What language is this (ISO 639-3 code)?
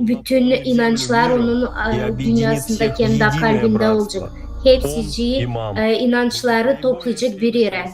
gag